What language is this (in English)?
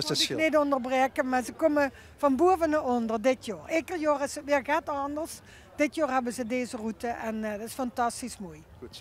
Limburgish